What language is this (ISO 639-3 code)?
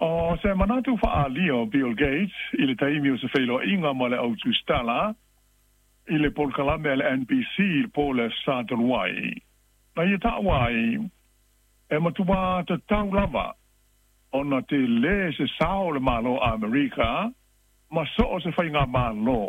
smo